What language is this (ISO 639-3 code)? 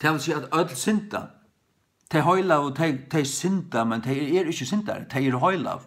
fao